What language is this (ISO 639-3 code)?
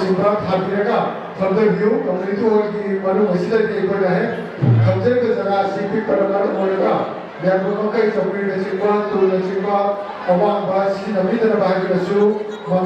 mni